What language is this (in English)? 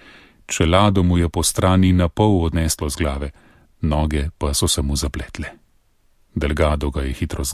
Slovenian